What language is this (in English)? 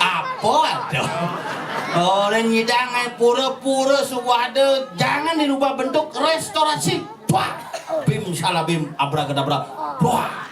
Balinese